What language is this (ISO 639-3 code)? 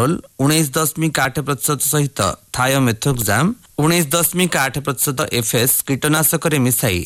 ori